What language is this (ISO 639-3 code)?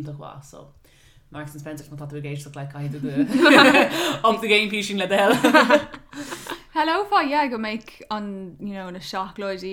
gle